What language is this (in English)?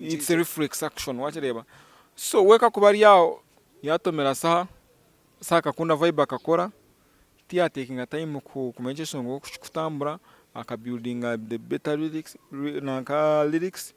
Nyankole